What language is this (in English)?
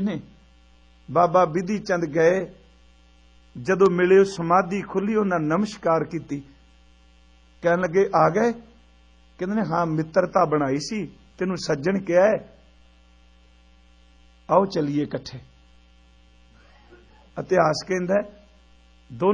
Punjabi